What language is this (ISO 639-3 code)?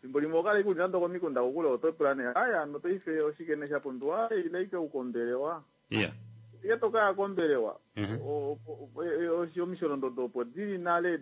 kua